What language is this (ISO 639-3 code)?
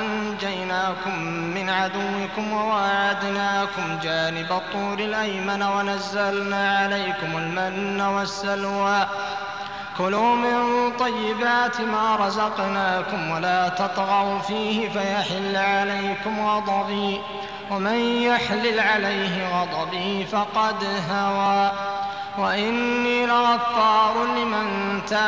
ara